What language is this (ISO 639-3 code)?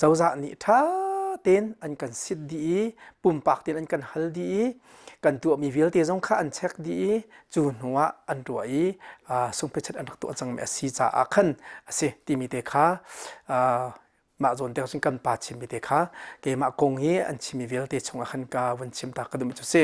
cnh